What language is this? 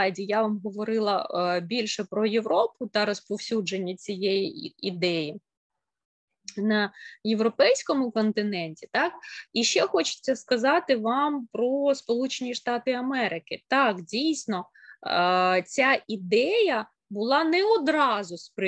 Ukrainian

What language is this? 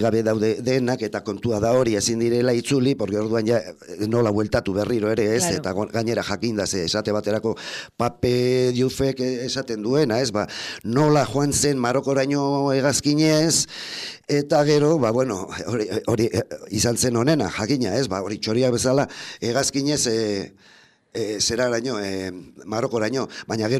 Basque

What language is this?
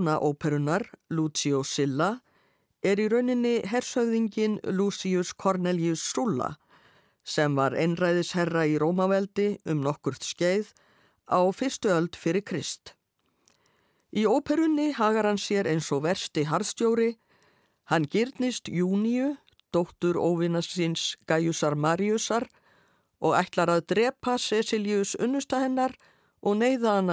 Icelandic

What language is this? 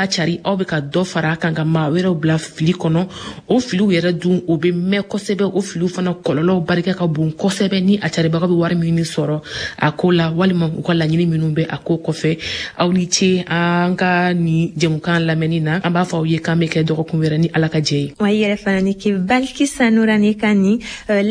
Bambara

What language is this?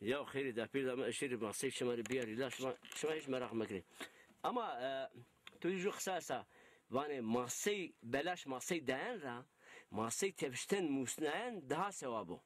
Zaza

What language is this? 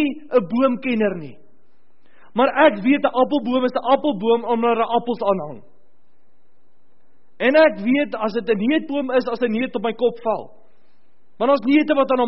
Afrikaans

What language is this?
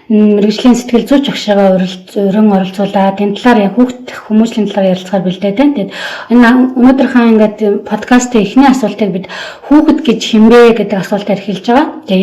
Mongolian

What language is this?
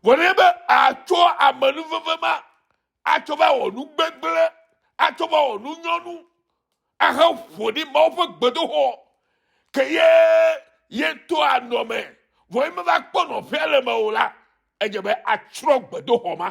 Ewe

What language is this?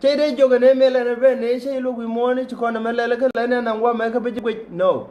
Nuer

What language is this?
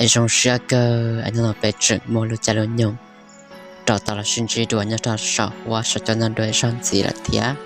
Hmong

